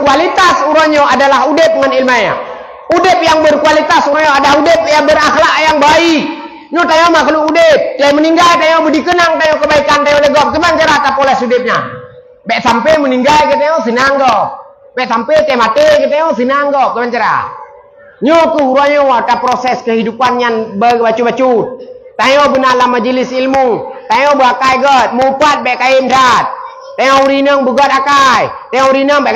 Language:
Achinese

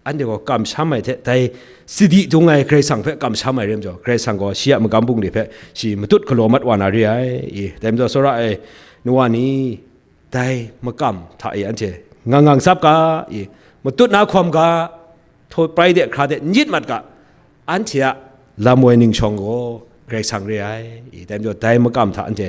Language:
Kachin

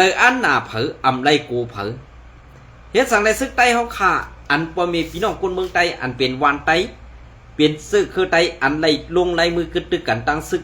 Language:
Shan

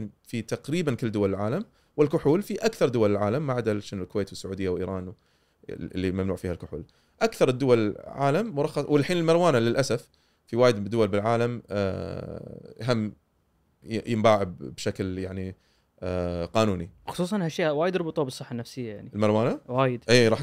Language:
Gulf Arabic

